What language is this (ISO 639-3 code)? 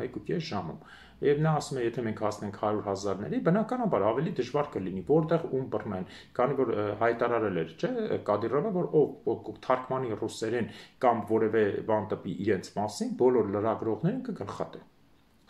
hye